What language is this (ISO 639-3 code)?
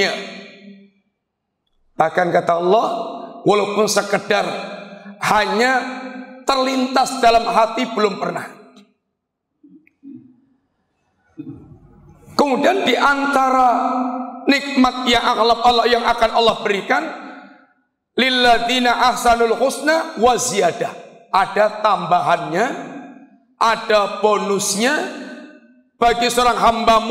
ind